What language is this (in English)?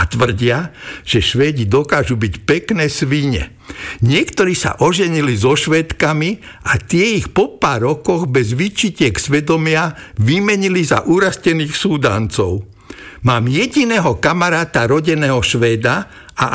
Slovak